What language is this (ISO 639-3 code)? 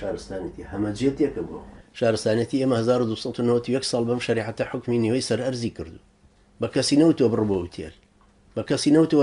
ckb